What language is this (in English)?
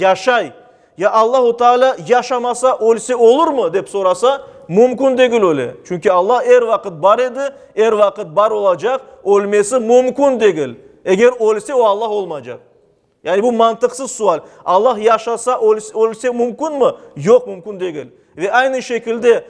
Crimean Tatar